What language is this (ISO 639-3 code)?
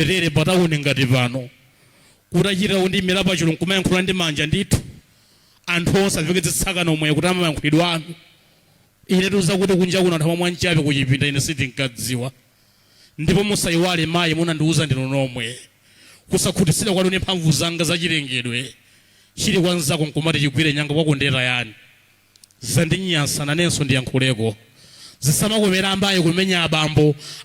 nya